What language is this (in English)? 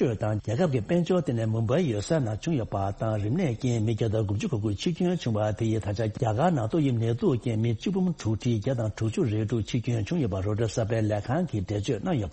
Tibetan